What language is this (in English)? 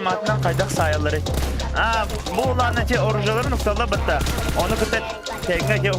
Yakut